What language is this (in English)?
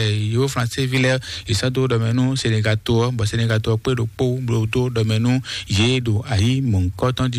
Fon